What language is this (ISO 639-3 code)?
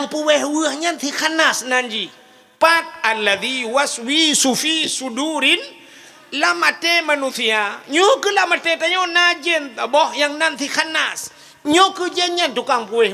ace